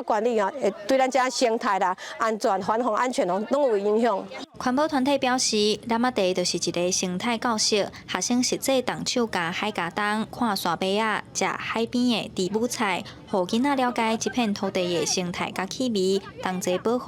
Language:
Min Nan Chinese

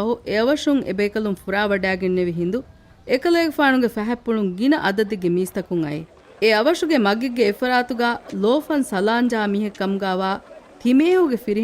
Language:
Divehi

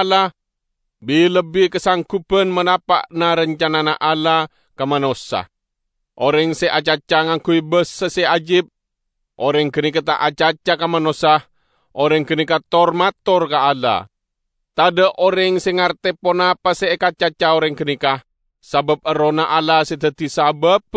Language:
Madurese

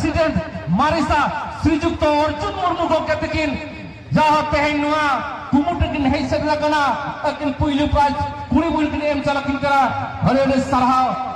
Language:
Santali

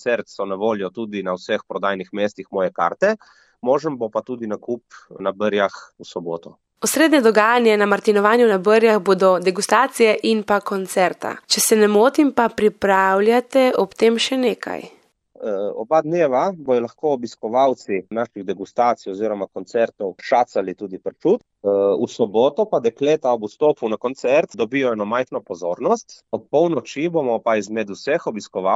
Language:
Slovenian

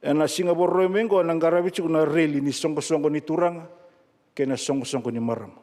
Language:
Fijian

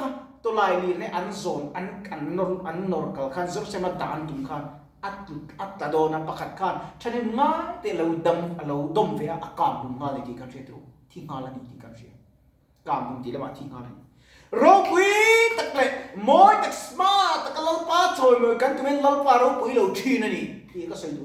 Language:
Mizo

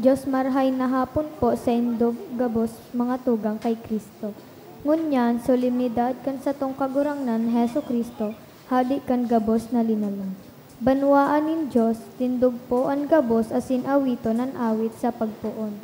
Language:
Bikol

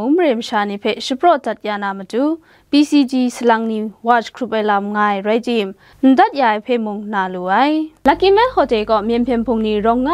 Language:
Kachin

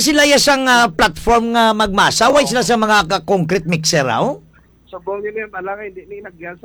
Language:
Hiligaynon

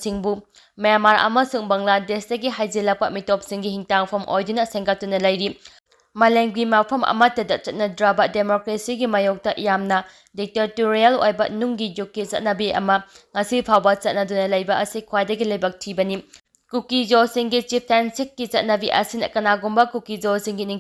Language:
Manipuri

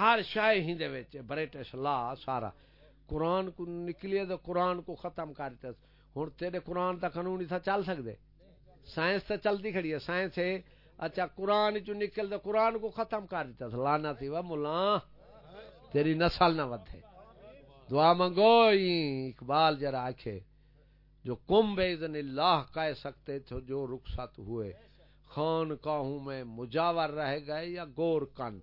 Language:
Saraiki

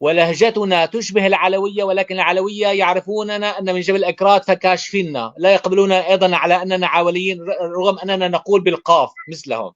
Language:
North Levantine Arabic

